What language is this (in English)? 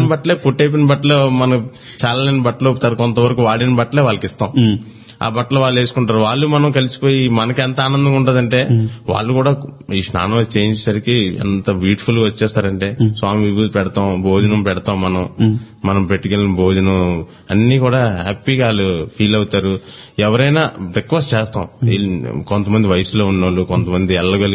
Telugu